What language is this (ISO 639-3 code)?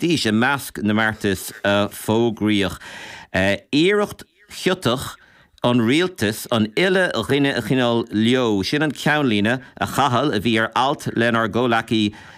gle